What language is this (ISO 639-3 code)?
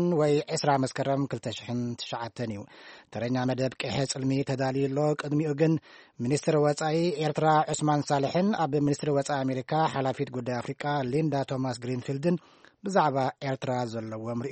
tir